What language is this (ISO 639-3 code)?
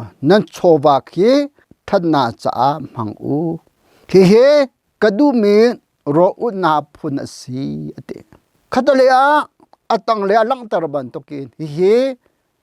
cnh